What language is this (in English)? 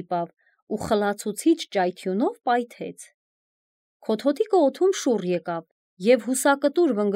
Armenian